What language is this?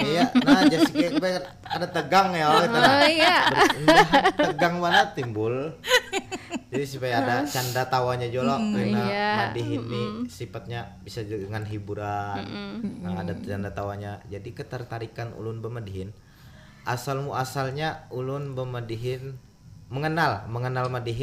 Banjar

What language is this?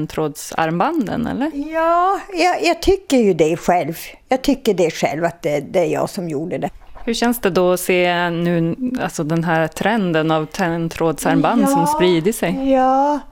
Swedish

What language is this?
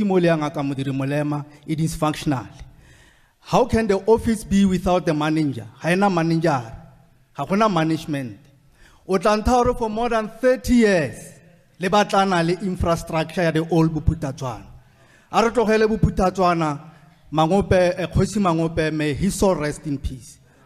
Tswana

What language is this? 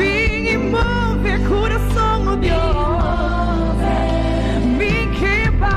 Papiamento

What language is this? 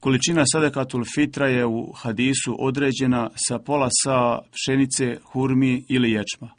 Bosnian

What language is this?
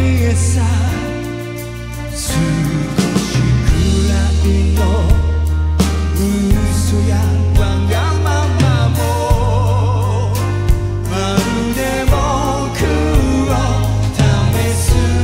Japanese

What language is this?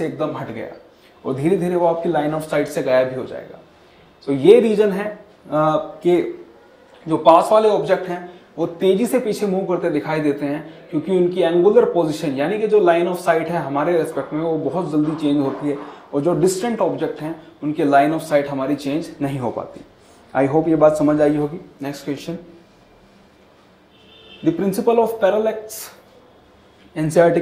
Hindi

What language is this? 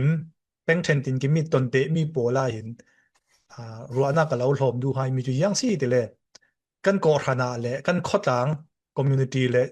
Falam Chin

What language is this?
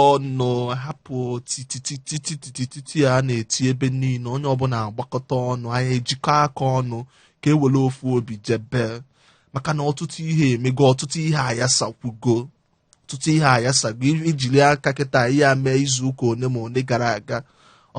Igbo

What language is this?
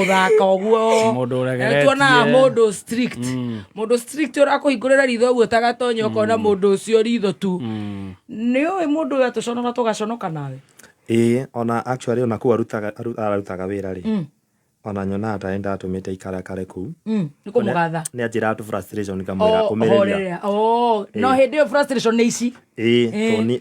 Kikuyu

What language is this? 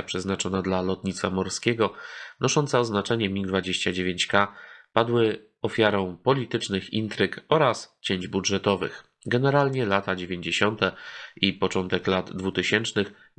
Polish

